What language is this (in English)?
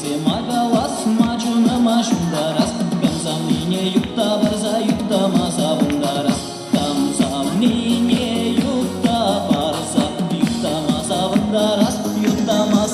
Chuvash